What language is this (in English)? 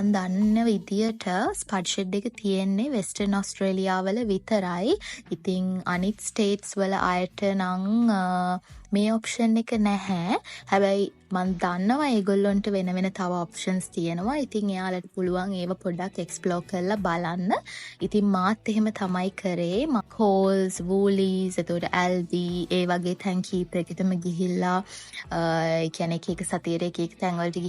Sinhala